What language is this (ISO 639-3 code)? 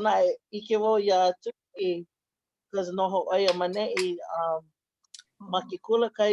haw